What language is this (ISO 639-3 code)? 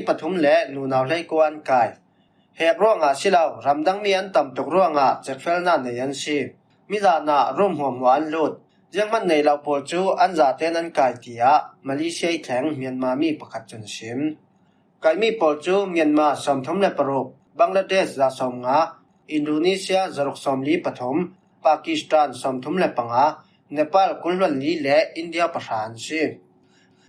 cfm